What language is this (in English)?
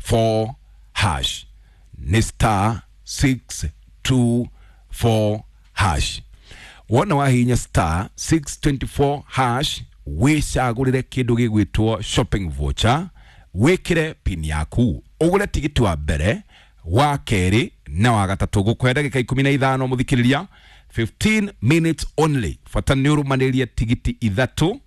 Kikuyu